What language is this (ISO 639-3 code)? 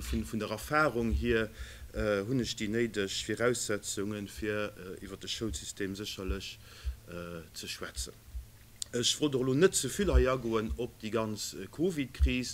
ltz